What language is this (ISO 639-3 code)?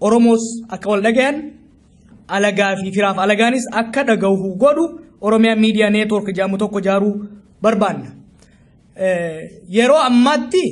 orm